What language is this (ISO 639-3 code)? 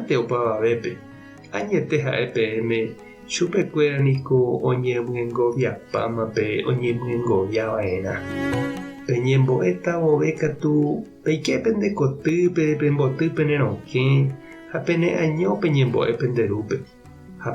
grn